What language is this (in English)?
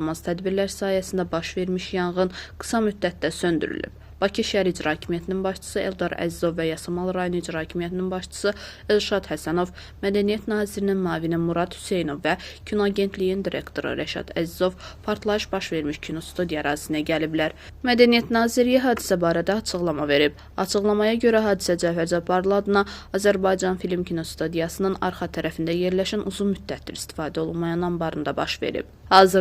Azerbaijani